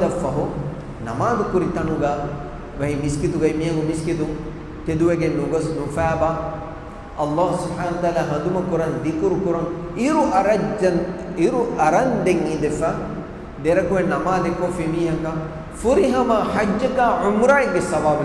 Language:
Divehi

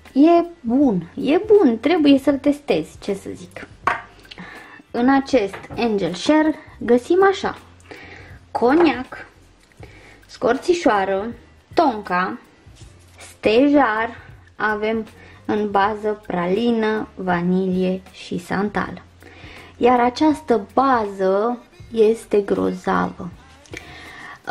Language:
Romanian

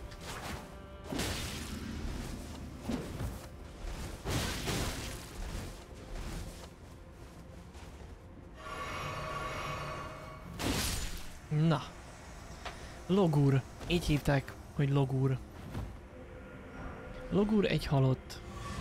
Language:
Hungarian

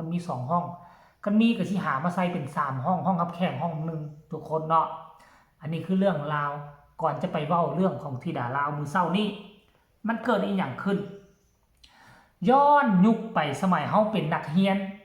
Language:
Lao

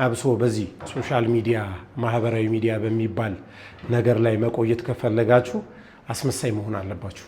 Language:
Amharic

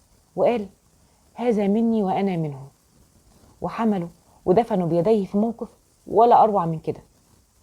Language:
Egyptian Arabic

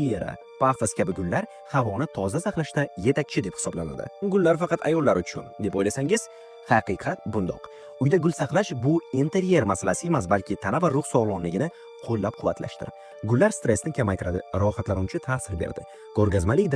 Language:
Uzbek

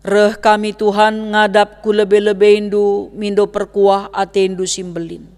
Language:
Batak Karo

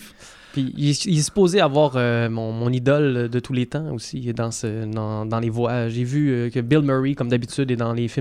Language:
French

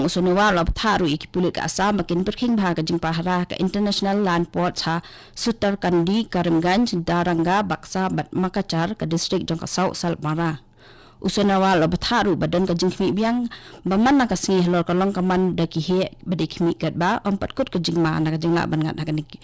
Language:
Khasi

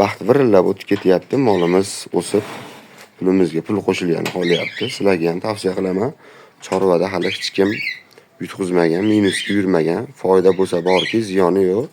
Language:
Uzbek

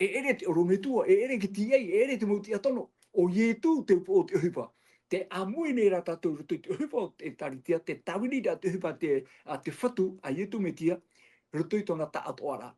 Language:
Tahitian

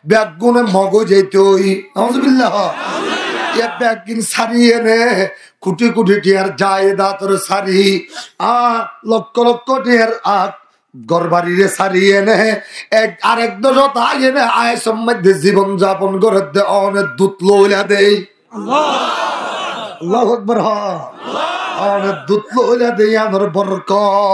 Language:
Rohingya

